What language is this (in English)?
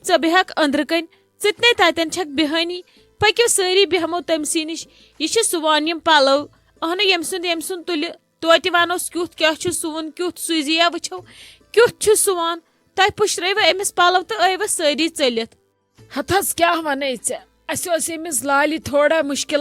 Kashmiri